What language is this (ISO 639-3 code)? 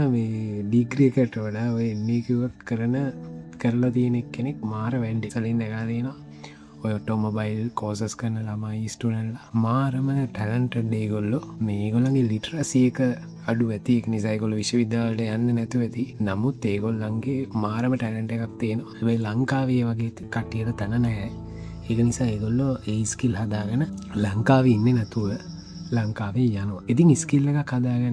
sin